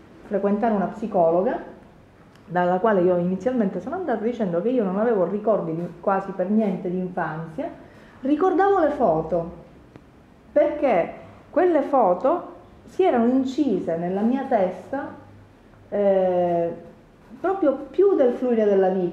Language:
Italian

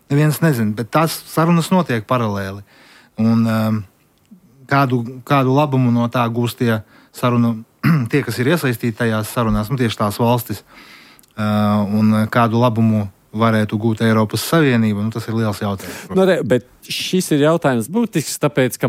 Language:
Latvian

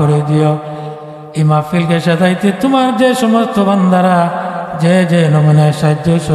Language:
Sylheti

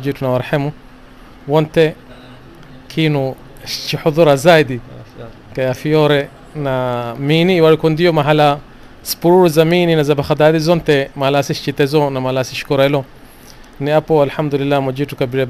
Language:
Swahili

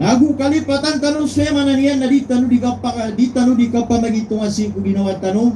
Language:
Maranao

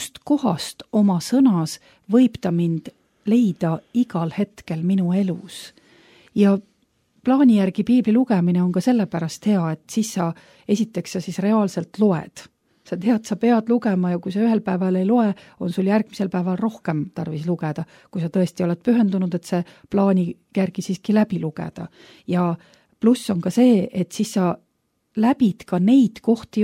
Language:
Estonian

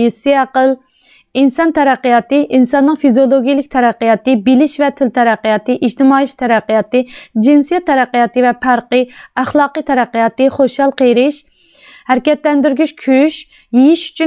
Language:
Uyghur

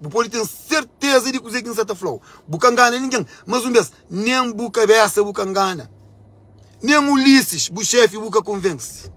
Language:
Kabuverdianu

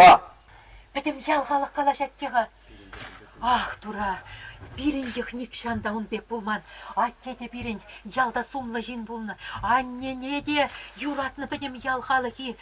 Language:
Chuvash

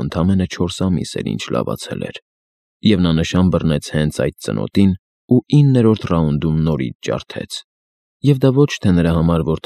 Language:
Armenian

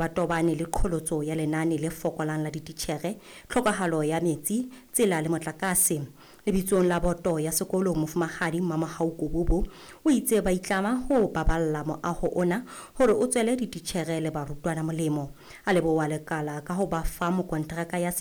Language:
Southern Sotho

